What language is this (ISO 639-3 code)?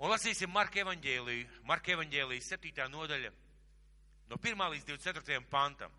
lav